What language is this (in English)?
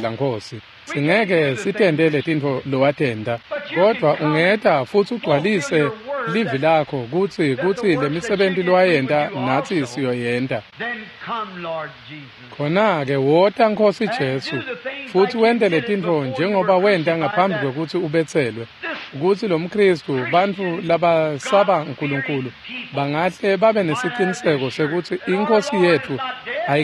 Swati